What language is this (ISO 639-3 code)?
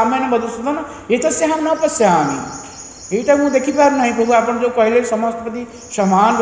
ori